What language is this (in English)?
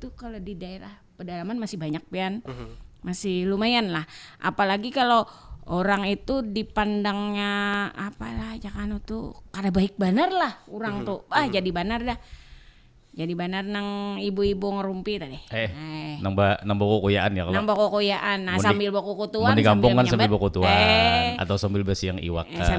Banjar